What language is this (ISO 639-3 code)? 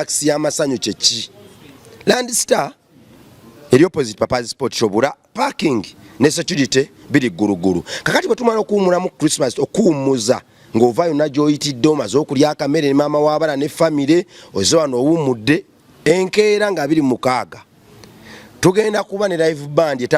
lug